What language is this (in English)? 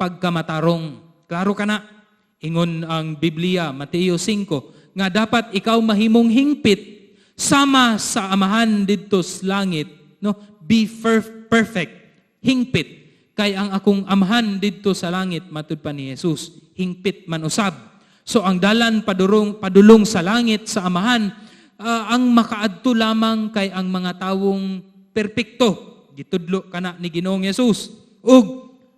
Cebuano